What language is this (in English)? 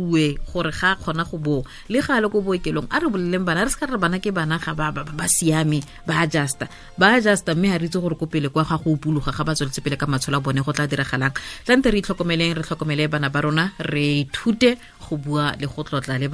Tswana